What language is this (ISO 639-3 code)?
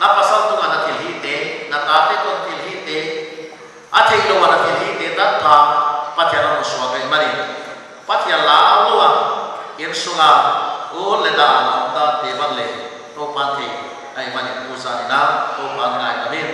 pck